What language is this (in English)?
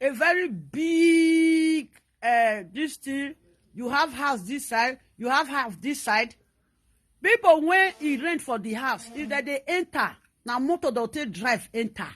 Nigerian Pidgin